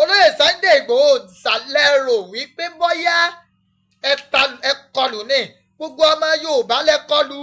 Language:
Yoruba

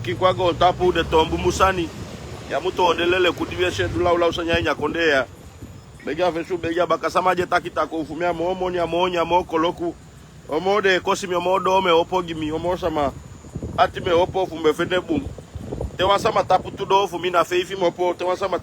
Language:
Sranan Tongo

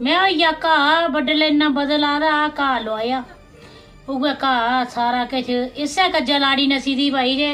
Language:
Dogri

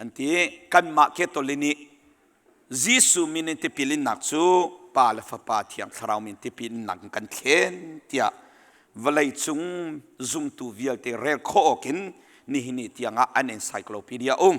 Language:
Hakha Chin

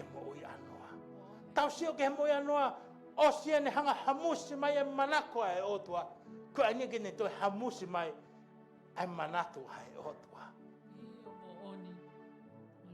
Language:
Tongan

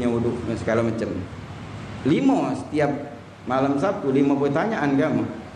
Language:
Musi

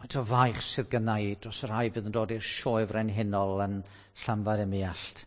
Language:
Welsh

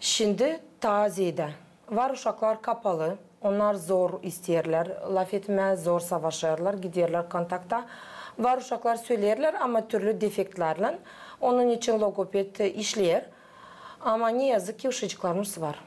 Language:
Gagauz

